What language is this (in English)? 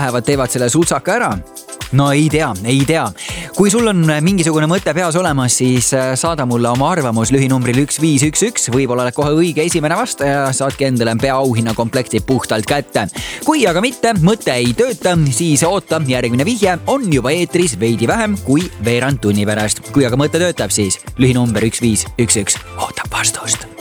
Estonian